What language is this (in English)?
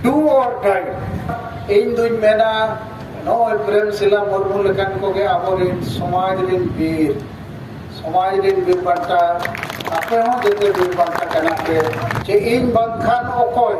Santali